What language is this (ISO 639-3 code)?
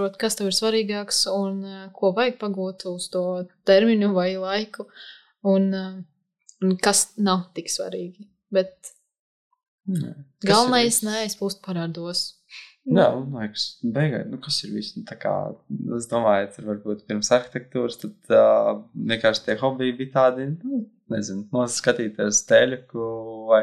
lav